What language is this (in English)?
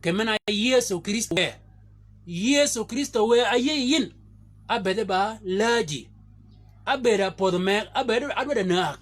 Shilluk